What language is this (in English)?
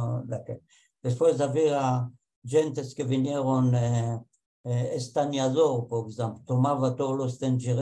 Ladino